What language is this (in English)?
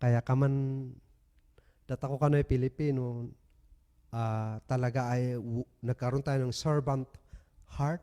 Kankanaey